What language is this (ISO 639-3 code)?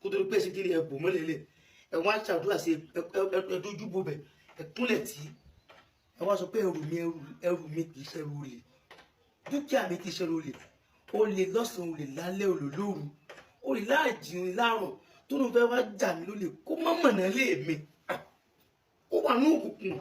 yor